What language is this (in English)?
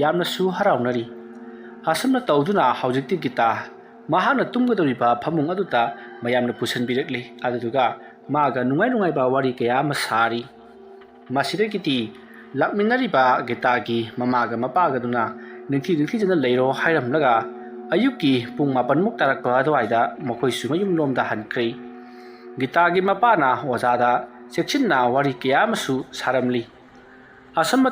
Manipuri